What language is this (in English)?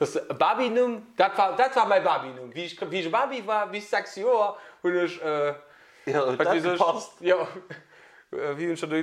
Luxembourgish